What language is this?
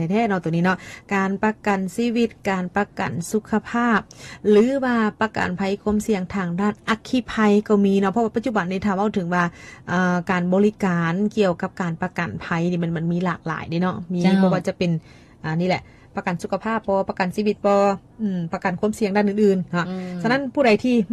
Lao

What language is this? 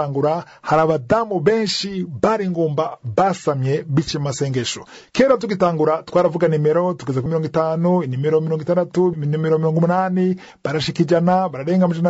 Rundi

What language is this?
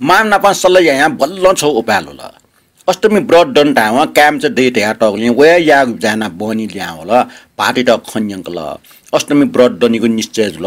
Newari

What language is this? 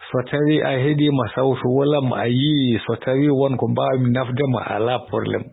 Fula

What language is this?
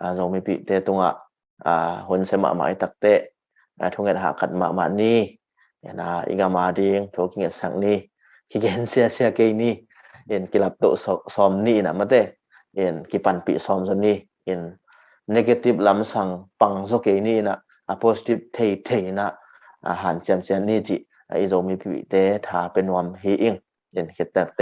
Tedim Chin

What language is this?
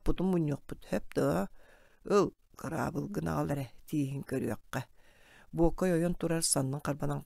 Yakut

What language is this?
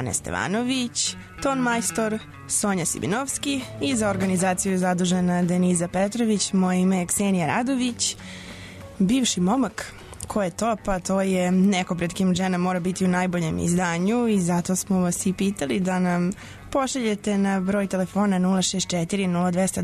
Serbian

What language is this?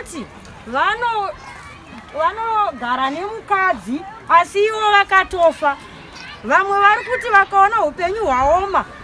Shona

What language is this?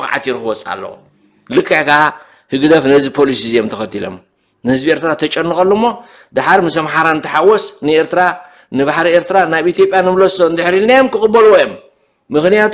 Tigrinya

